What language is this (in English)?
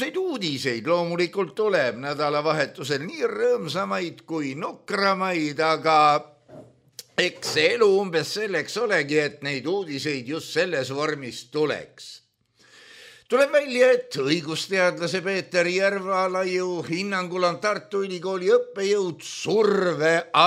Estonian